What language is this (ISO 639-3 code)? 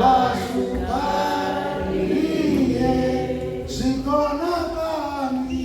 ven